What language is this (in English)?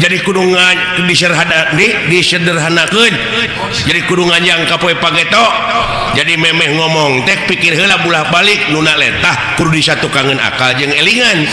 Sundanese